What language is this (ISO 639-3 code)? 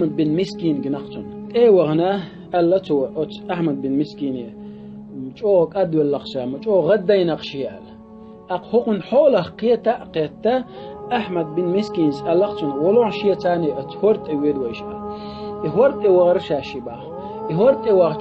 che